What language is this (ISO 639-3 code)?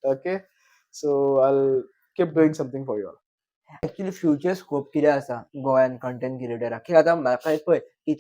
kok